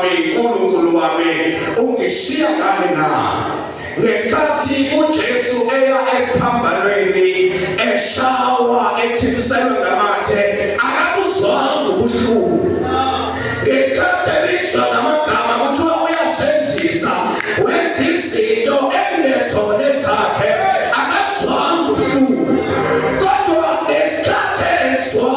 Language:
Zulu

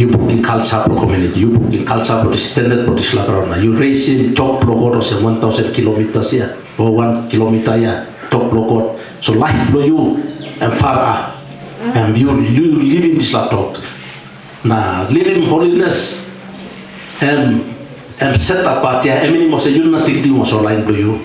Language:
Tok Pisin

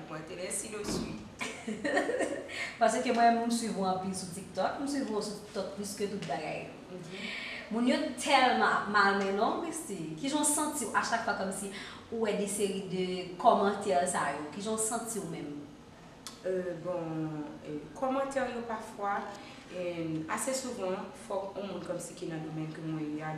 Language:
Haitian Creole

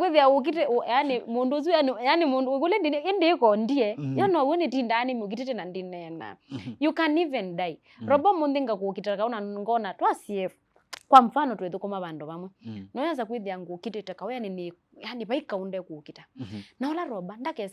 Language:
Kamba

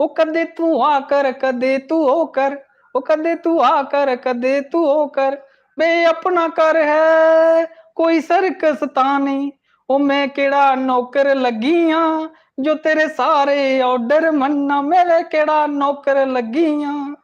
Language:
Dogri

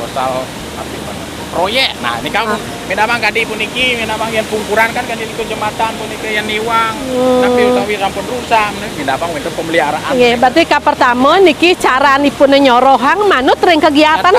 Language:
Balinese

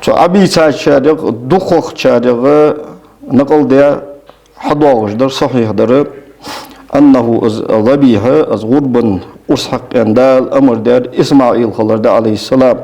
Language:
Ingush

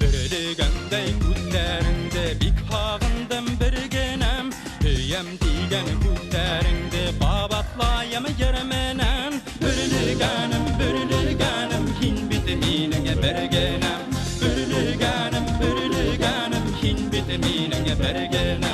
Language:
Bashkir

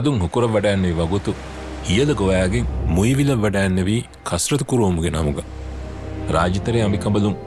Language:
Divehi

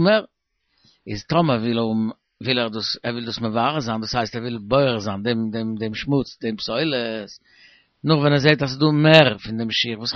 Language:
Yiddish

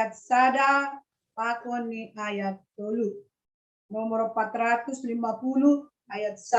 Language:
Batak Simalungun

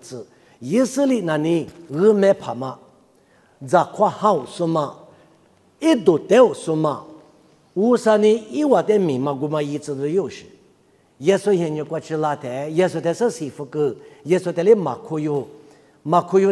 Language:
Lisu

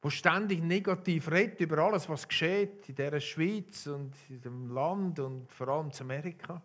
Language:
Swiss German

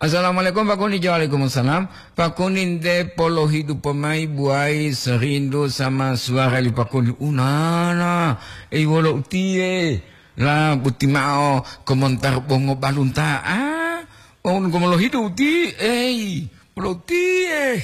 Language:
Gorontalo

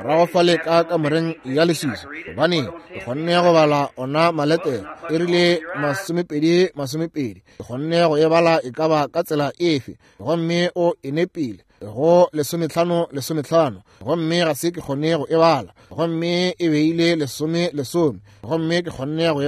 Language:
Northern Sotho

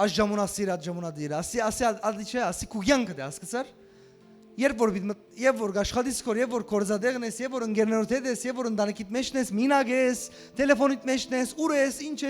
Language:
Western Armenian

